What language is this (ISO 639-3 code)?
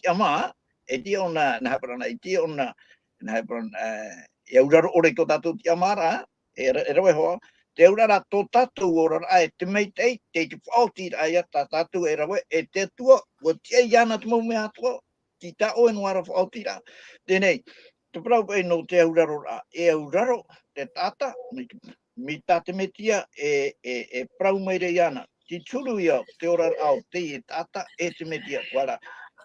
tah